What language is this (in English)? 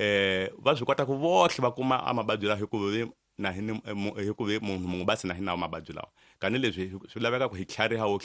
Tsonga